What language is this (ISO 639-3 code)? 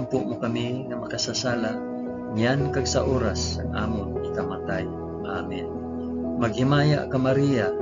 hil